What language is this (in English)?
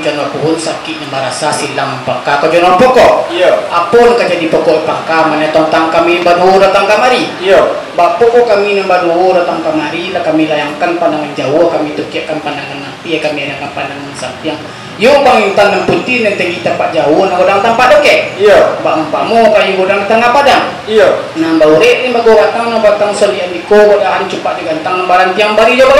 Minangkabau